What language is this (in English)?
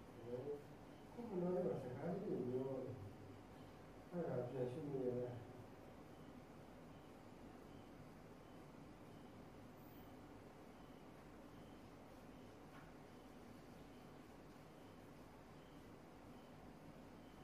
Burmese